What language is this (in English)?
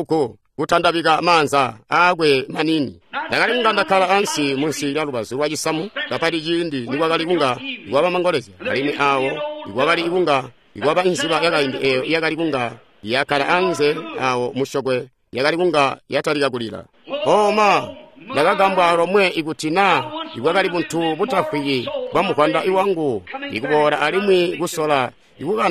Tonga (Zambia)